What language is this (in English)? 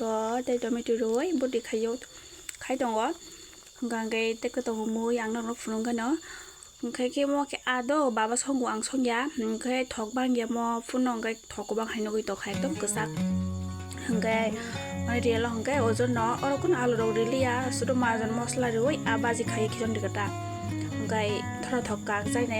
Kok Borok